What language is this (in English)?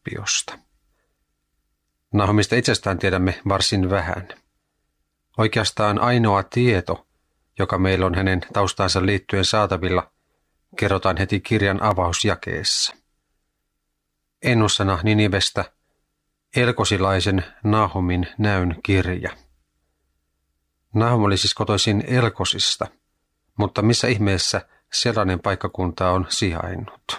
Finnish